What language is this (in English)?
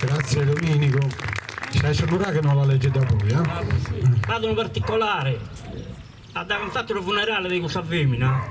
Sardinian